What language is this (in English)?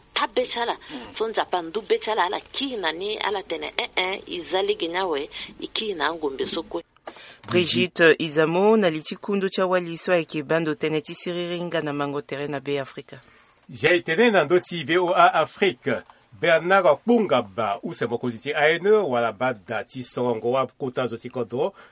Sango